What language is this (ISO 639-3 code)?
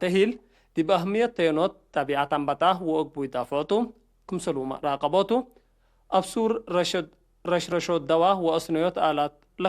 tig